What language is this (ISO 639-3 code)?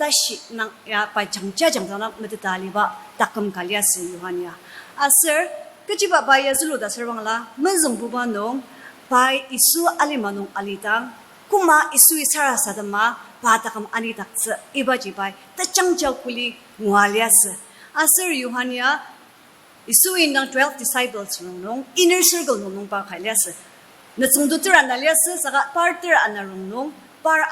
njo